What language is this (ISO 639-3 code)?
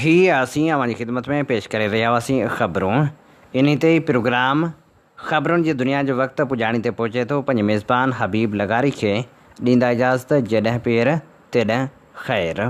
snd